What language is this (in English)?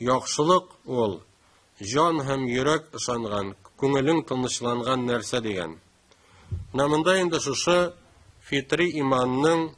Tatar